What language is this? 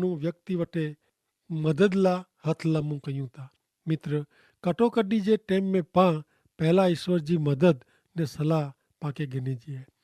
Kachhi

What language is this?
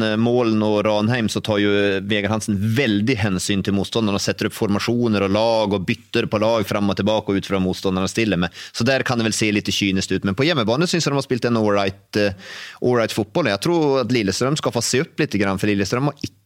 Norwegian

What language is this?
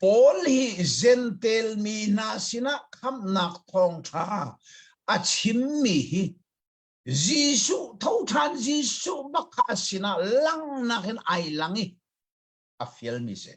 Hakha Chin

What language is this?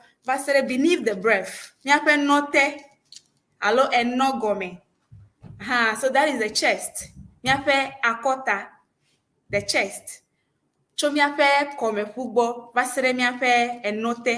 Ewe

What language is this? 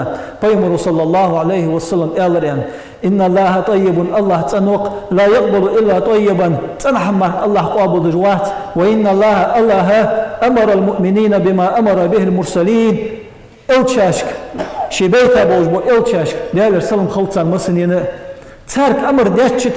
Ingush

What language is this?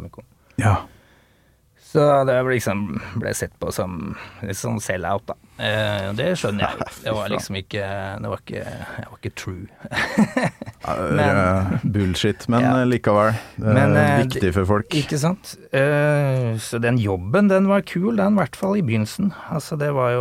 Norwegian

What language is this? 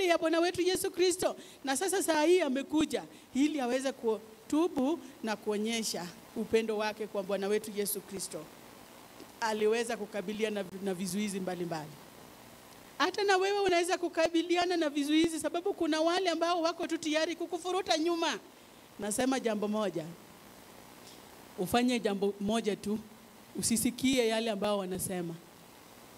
Swahili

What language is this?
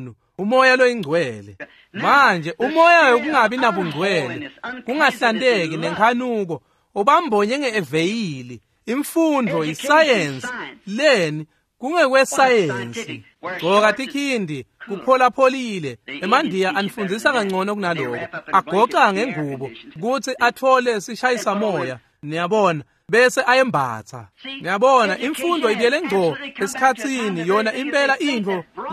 Swati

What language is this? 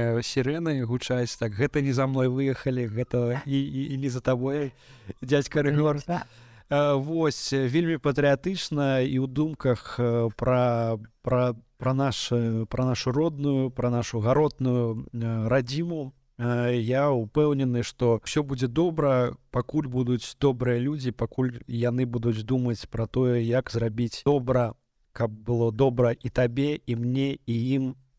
Belarusian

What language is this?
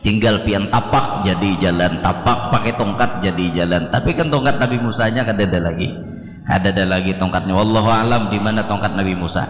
Banjar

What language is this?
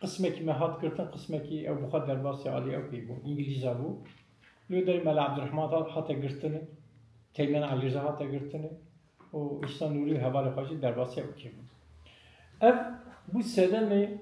Kurdish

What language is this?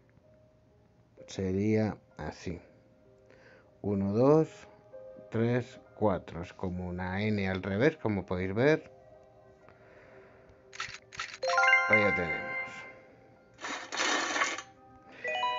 Spanish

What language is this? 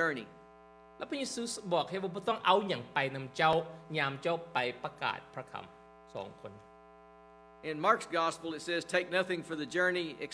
Lao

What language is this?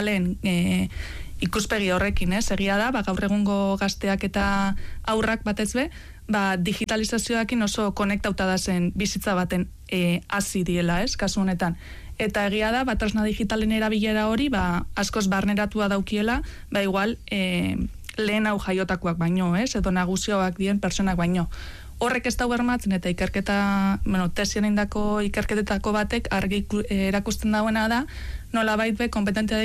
Basque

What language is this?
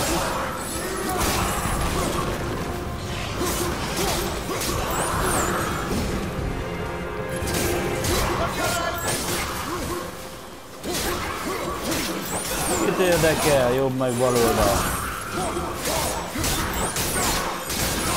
Hungarian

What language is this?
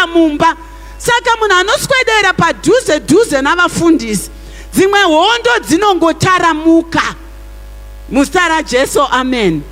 Shona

